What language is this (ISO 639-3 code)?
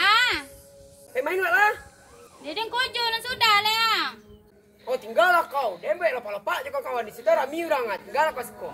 min